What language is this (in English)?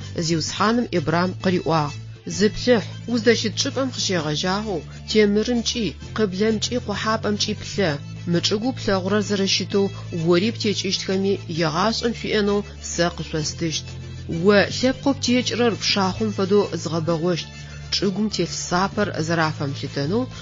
Adyghe